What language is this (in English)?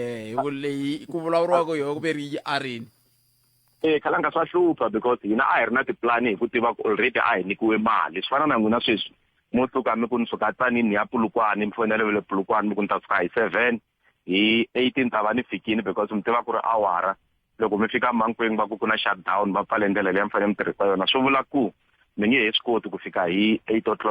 Tsonga